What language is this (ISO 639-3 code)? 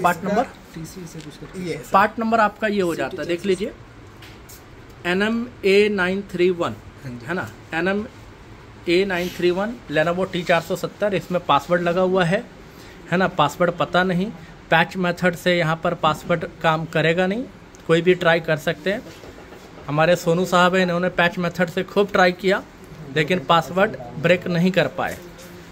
hin